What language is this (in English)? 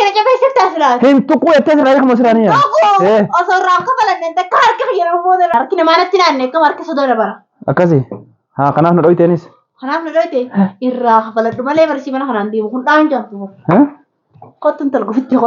Oromo